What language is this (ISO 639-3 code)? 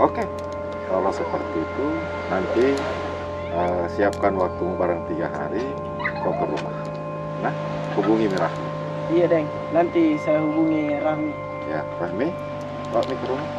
mfp